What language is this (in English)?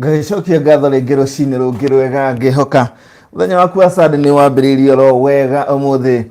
Kikuyu